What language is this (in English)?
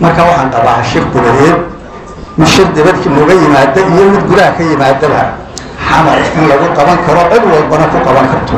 Somali